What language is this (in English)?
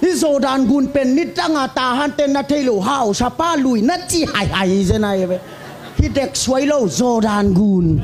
Tedim Chin